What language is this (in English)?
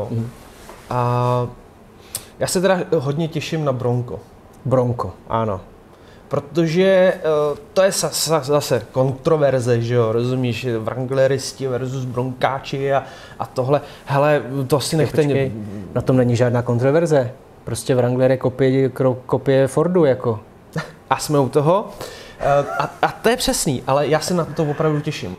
Czech